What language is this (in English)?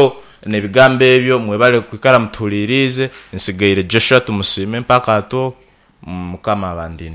Nyoro